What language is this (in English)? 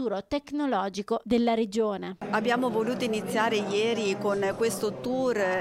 Italian